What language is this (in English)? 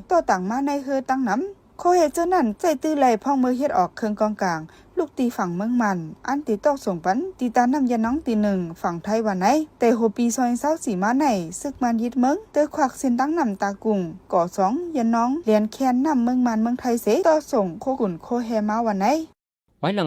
Shan